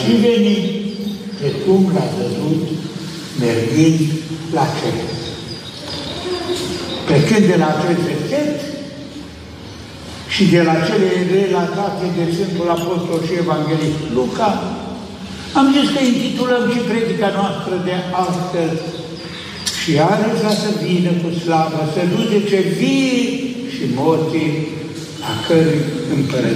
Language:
Romanian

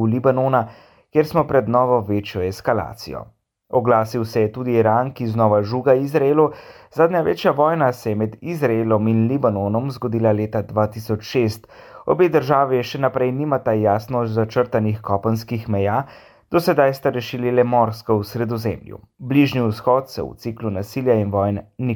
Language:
Slovenian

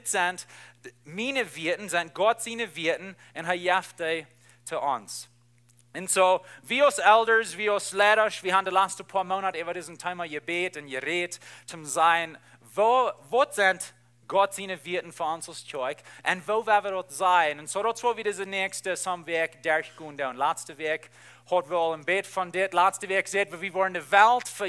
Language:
Plautdietsch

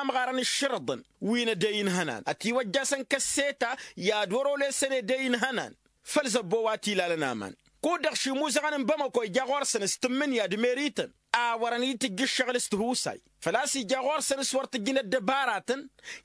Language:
Tamasheq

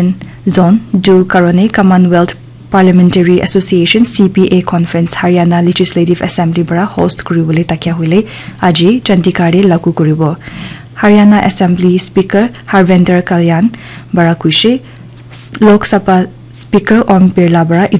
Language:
Naga Pidgin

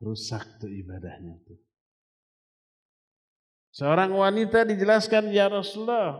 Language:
Indonesian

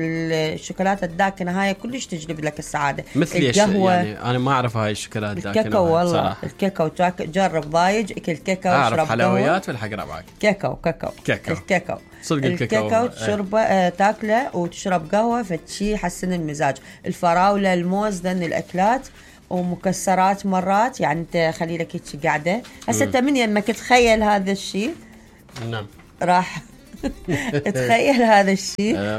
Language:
Mesopotamian Arabic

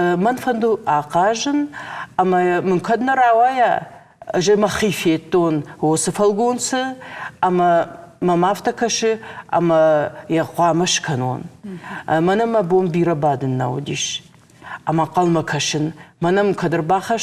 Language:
Ossetic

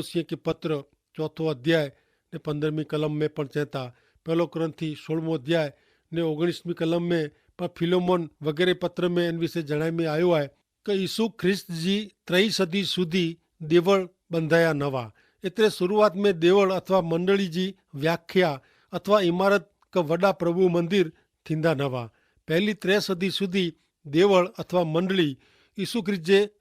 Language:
Kachhi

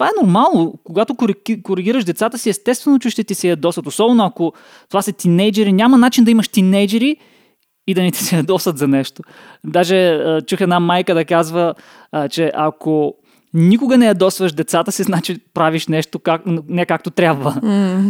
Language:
Bulgarian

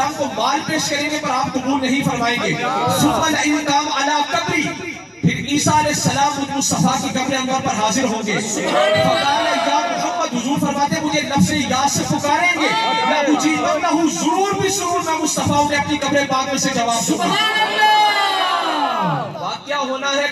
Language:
Urdu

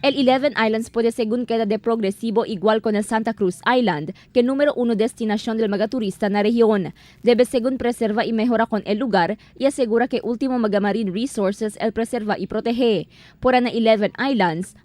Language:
Chavacano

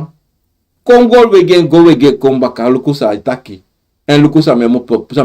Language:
Sranan Tongo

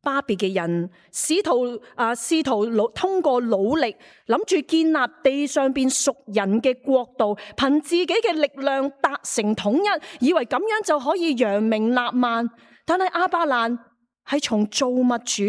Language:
Cantonese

